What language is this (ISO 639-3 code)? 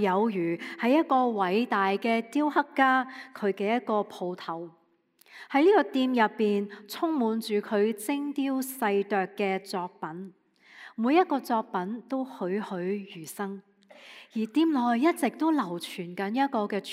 yue